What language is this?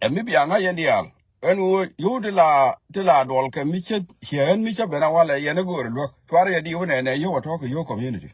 Nuer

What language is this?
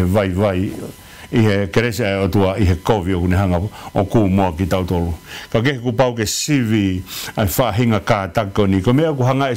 Tongan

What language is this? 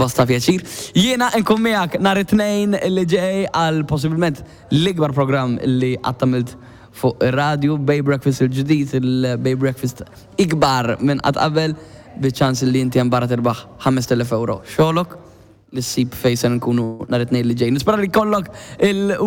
Maltese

